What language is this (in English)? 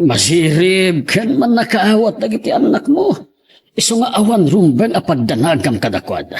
Iloko